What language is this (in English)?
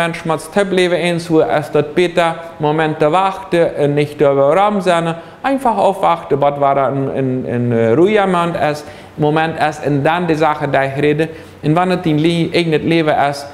Plautdietsch